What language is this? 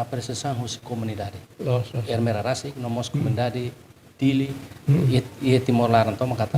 Tetum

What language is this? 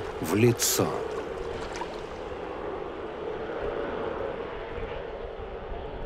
Russian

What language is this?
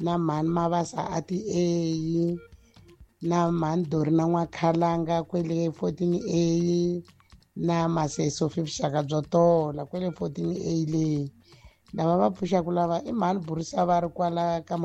Tsonga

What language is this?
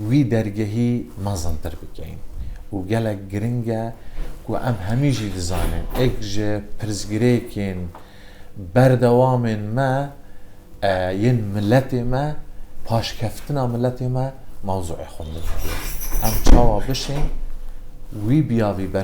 Kurdish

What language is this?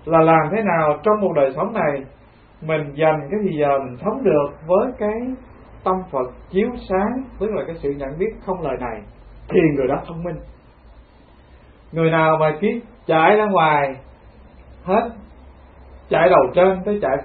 Vietnamese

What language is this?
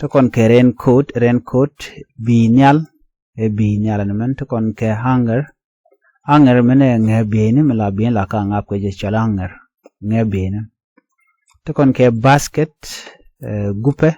Nuer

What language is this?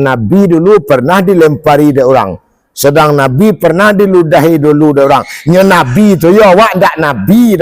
Minangkabau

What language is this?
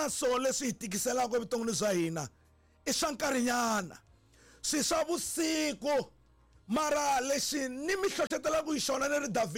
Tsonga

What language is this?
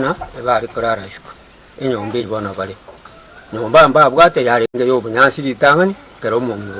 Gusii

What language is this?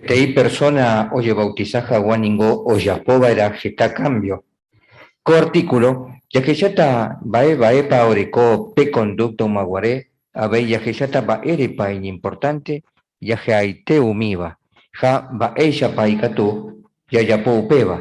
Guarani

